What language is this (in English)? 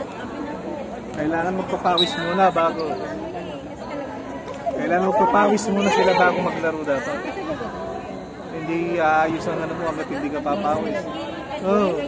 Filipino